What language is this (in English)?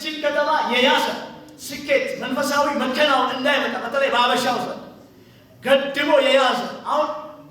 Amharic